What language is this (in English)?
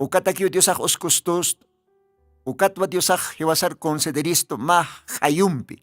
Aymara